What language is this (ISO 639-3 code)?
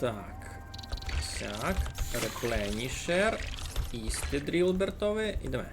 rue